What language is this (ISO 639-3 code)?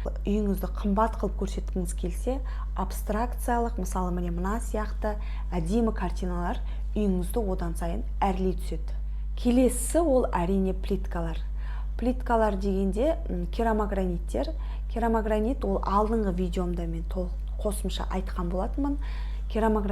kaz